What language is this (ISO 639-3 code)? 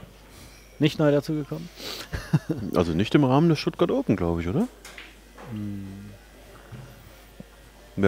deu